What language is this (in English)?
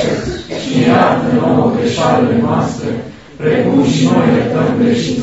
Romanian